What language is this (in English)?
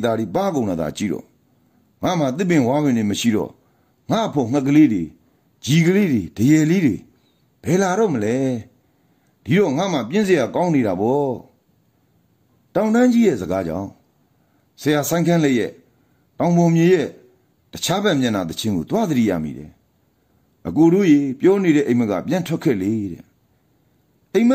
Burmese